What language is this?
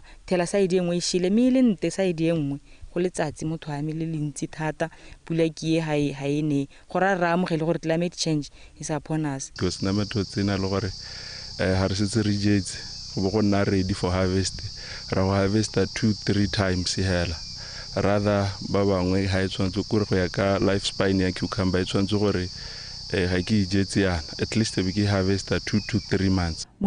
Tswana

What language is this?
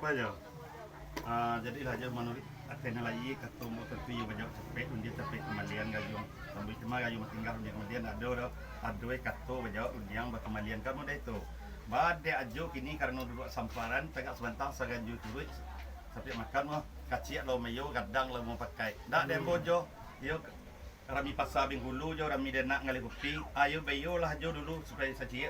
Minangkabau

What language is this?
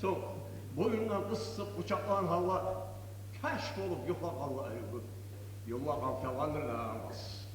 Kumyk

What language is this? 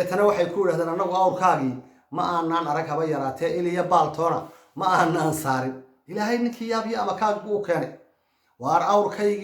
Somali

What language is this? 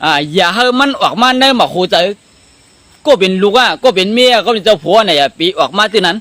Shan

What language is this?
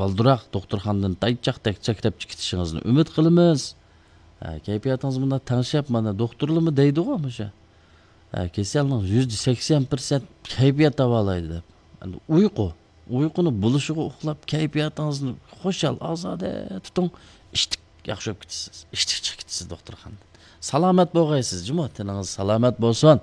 Uyghur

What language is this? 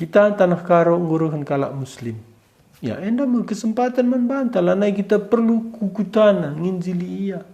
Batak Karo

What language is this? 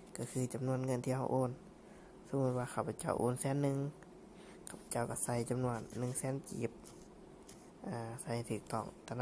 Lao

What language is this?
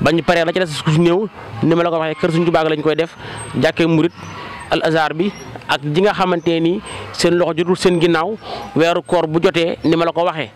Wolof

